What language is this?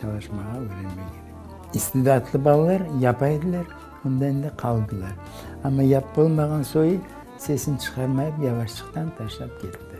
Crimean Tatar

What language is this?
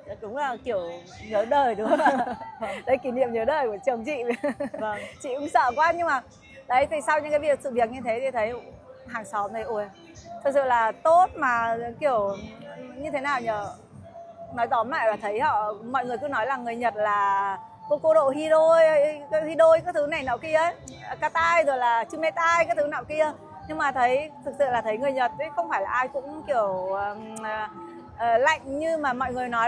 Vietnamese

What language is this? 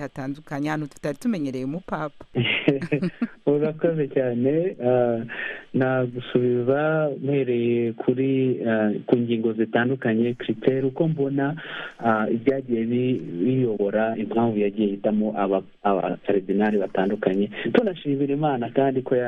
Kinyarwanda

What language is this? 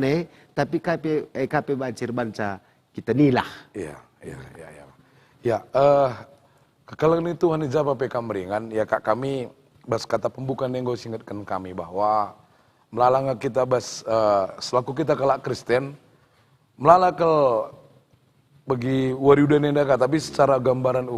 Batak Karo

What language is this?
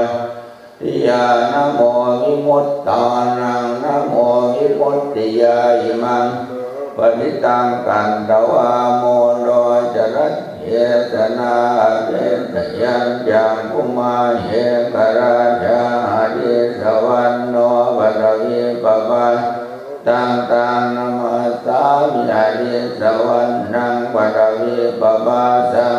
Pali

